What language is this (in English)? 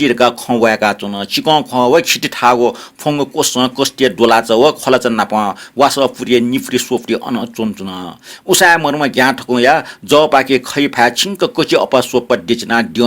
Newari